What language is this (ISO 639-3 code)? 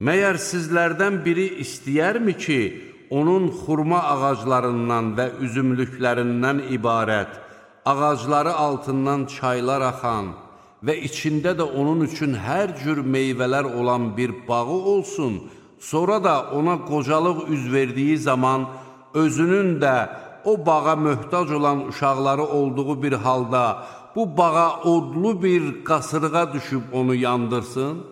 aze